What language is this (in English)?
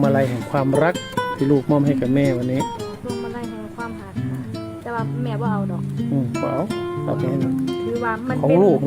Northeastern Thai